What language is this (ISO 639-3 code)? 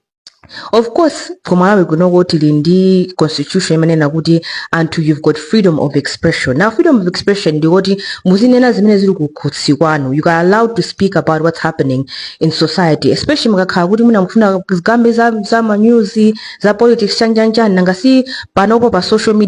nya